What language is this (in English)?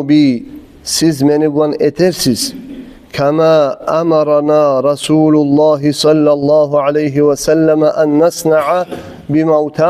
Kumyk